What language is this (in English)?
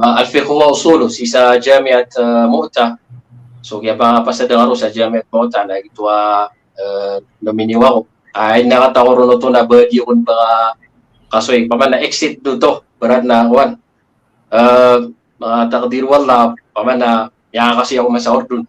Maranao